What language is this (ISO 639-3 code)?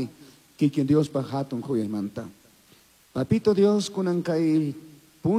qug